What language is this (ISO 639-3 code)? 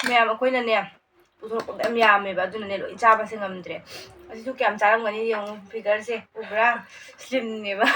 mni